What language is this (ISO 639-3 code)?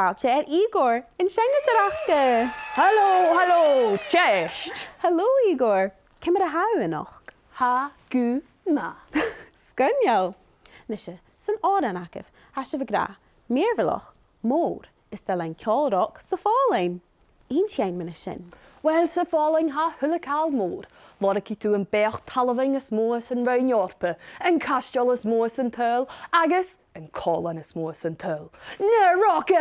gla